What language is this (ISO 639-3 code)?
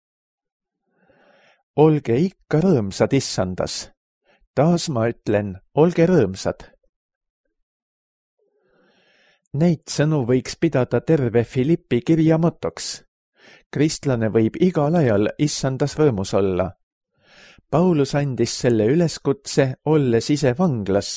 est